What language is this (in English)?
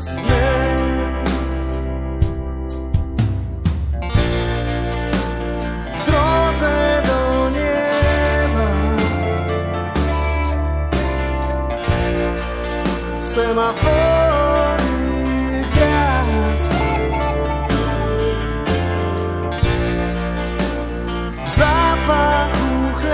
Polish